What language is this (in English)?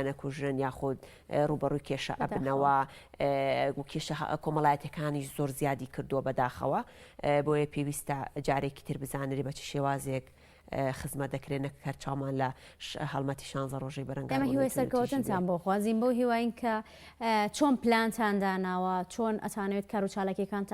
Central Kurdish